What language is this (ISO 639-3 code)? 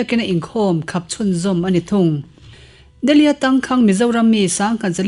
lus